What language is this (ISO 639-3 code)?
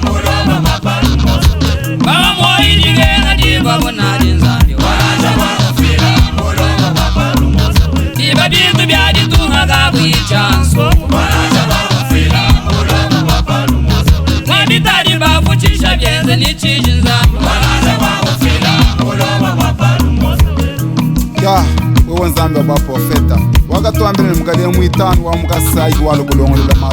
lua